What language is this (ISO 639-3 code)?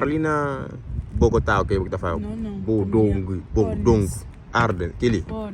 kea